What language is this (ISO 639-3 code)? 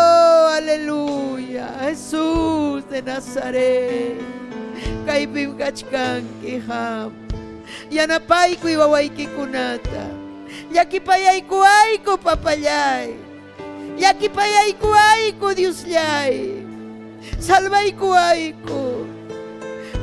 quy